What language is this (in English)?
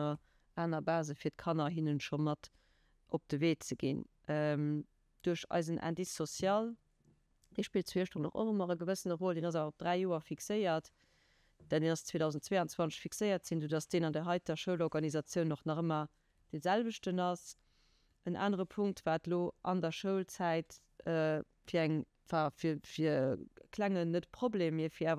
Luxembourgish